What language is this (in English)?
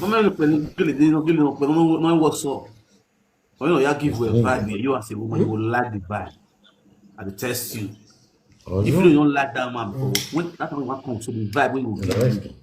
Nigerian Pidgin